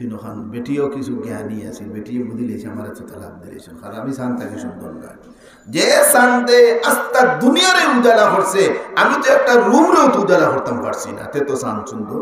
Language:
Sylheti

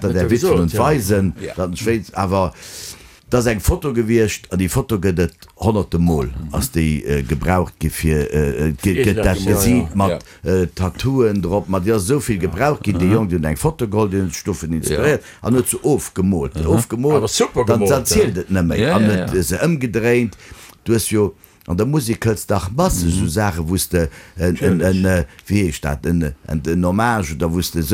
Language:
Luxembourgish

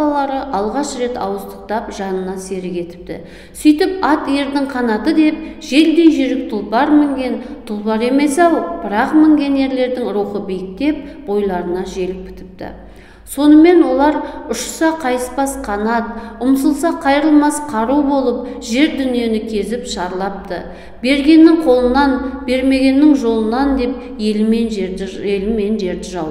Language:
Kazakh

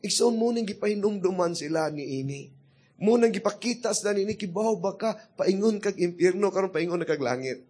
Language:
Cebuano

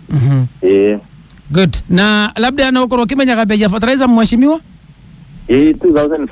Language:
Meru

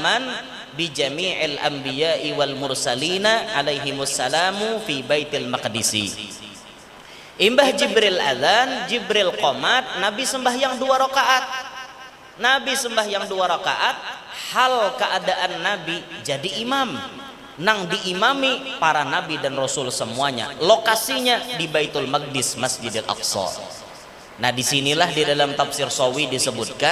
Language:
Banjar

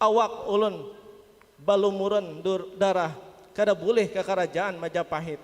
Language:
Banjar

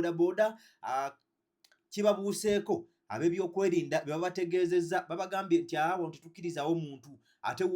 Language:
Ganda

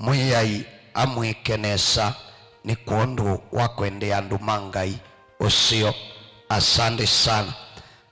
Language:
Kamba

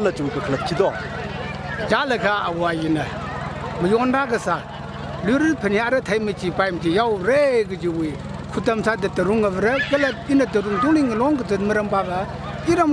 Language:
Tangkhul Naga (India)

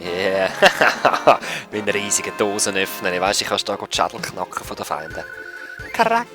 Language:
Swiss German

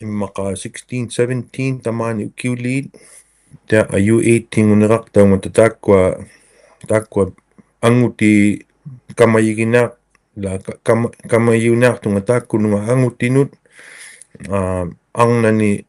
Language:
Inuktitut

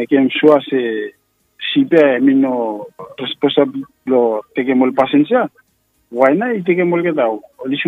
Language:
Bislama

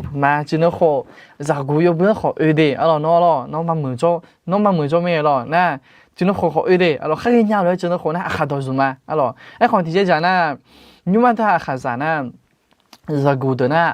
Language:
Akha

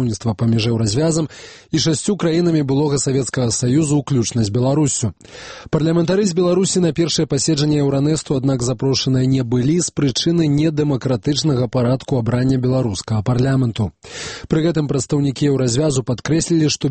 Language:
Belarusian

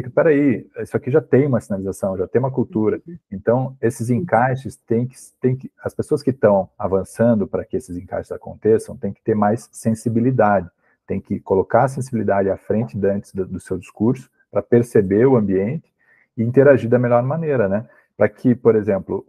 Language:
Portuguese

